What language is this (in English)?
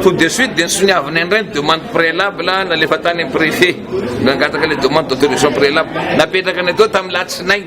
Malagasy